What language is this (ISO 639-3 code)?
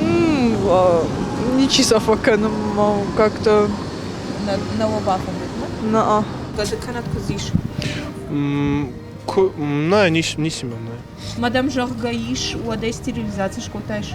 oss